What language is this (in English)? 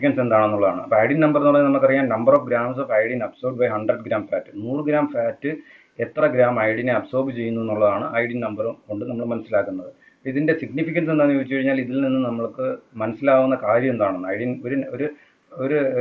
Malayalam